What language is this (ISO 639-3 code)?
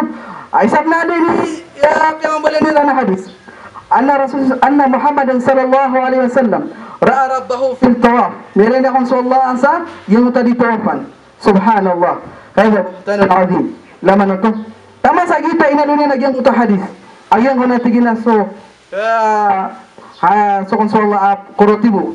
mrw